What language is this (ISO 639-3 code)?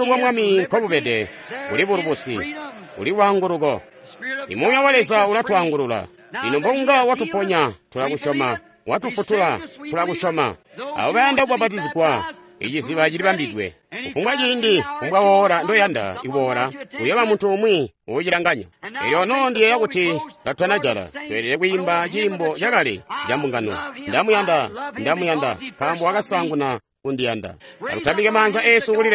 toi